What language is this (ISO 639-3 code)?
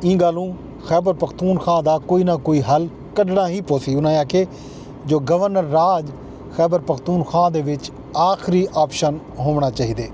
skr